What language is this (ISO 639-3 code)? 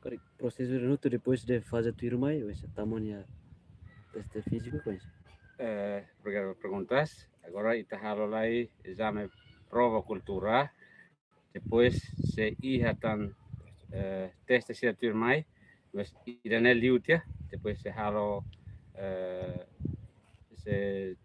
tet